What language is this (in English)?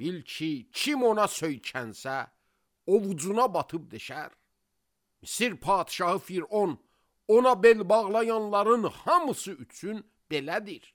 Azerbaijani